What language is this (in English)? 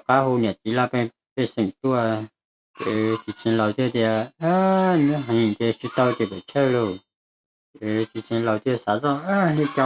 Hmong